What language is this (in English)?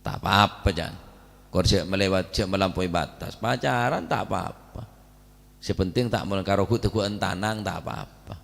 Madurese